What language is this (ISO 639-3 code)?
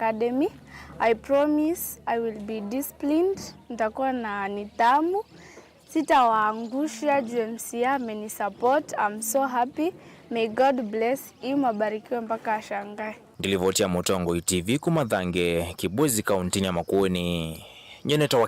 kam